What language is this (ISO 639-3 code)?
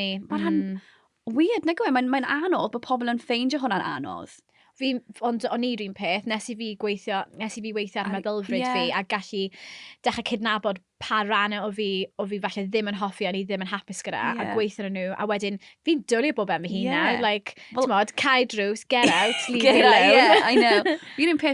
cym